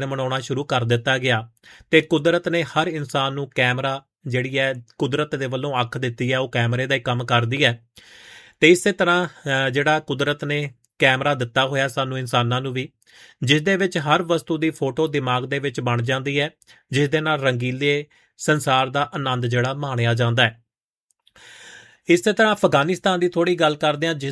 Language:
Punjabi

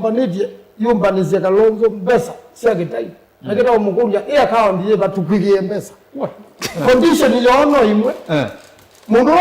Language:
Kamba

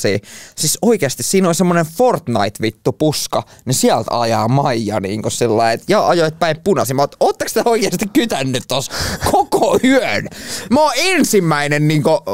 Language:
Finnish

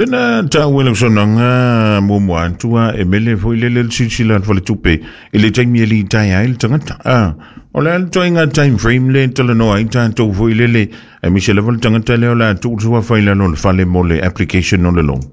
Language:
Samoan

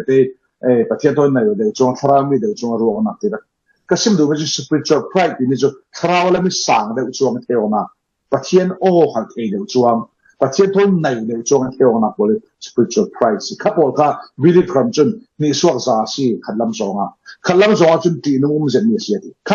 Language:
Falam Chin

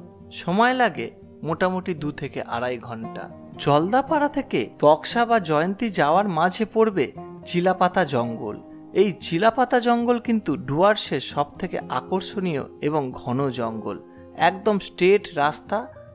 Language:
Bangla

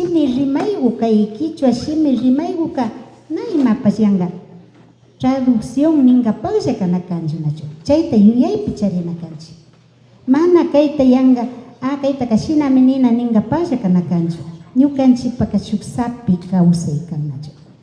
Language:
Imbabura Highland Quichua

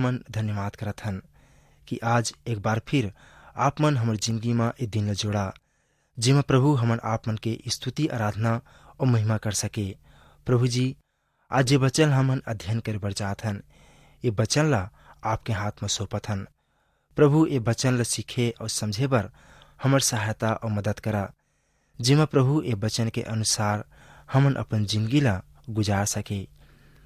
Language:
Chhattisgarhi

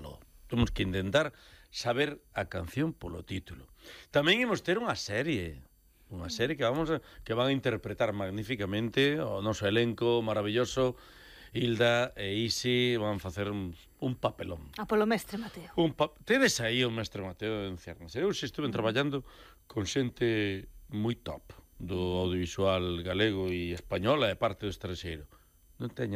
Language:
Galician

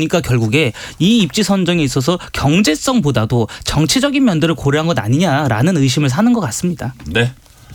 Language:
Korean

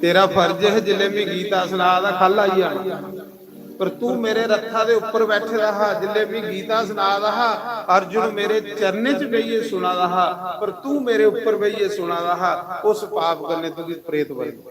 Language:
Dogri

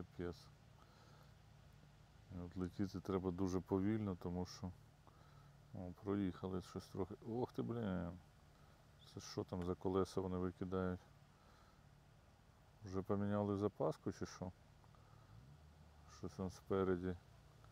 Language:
Ukrainian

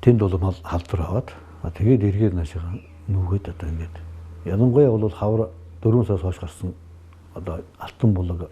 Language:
Mongolian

